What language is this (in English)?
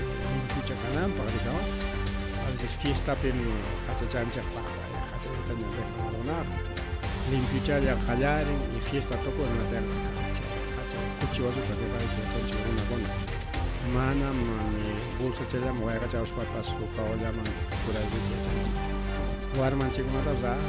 Ayacucho Quechua